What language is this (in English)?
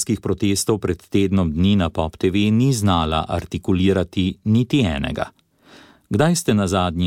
Slovenian